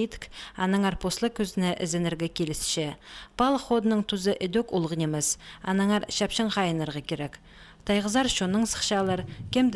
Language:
Khakas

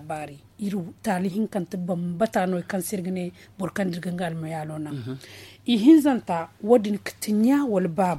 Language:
Zarma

